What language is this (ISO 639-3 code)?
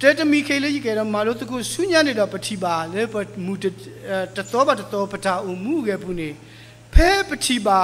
ksw